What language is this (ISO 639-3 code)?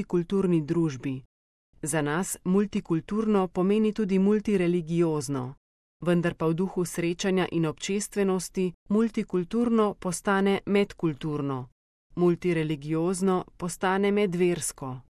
slv